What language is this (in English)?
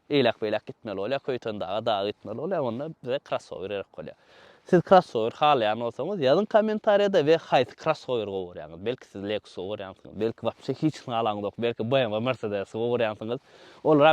Turkmen